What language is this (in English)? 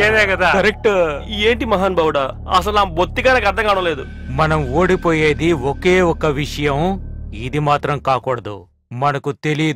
Telugu